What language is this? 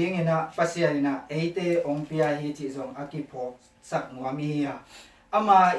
Tedim Chin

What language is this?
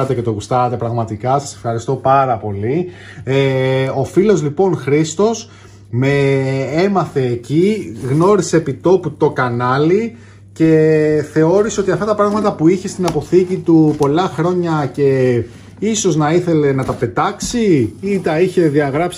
Greek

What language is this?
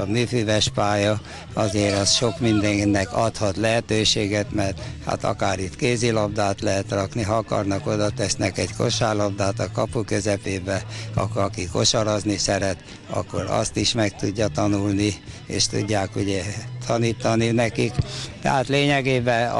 Hungarian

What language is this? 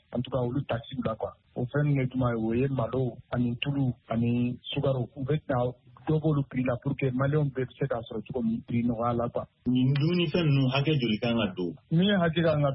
Bambara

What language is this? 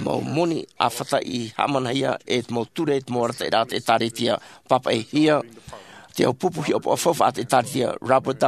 Tahitian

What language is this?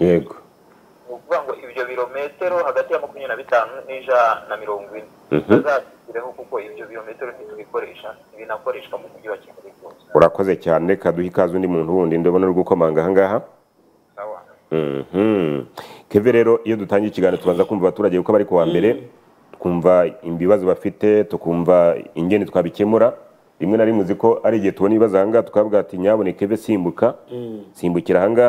Kinyarwanda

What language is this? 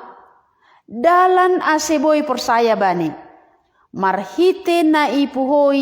Batak Simalungun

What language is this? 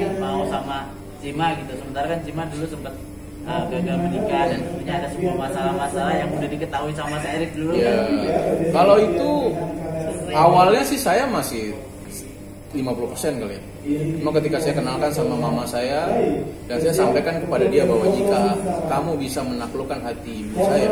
Indonesian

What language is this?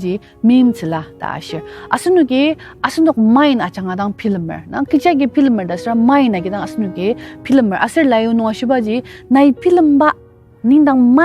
Ao Naga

